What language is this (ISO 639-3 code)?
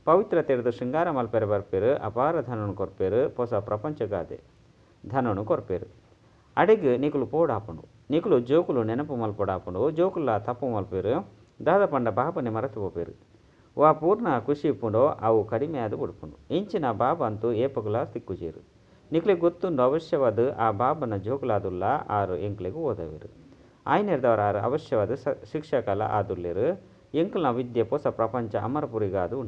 tcy